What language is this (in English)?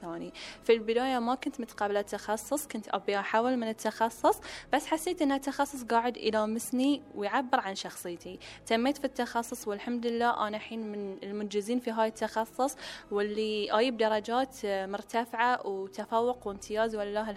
Gulf Arabic